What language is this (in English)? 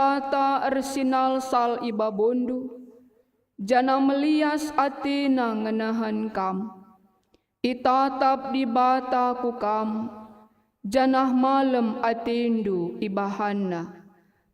Batak Karo